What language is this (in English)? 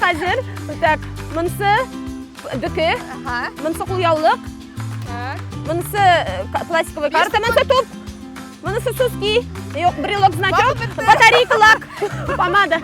Tatar